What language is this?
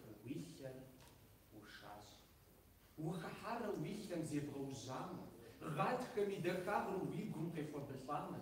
Kabardian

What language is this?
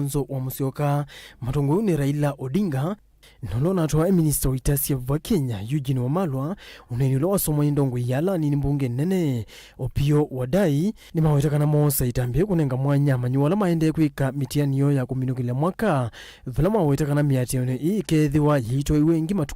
Kamba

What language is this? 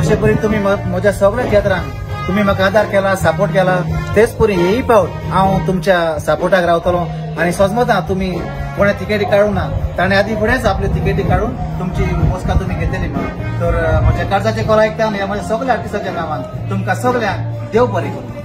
Konkani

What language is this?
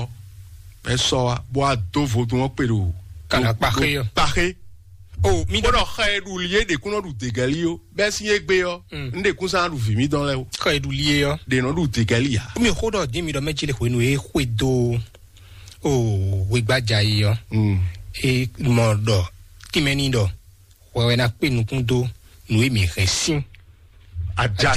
Fon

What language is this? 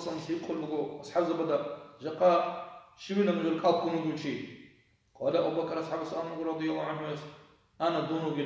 Avaric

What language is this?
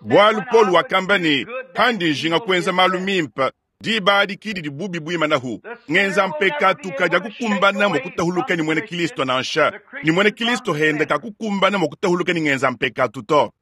Luba-Lulua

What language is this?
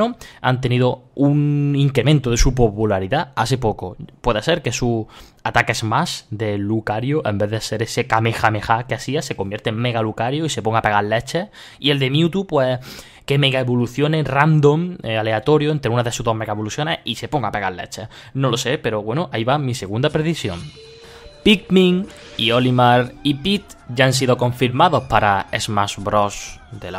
Spanish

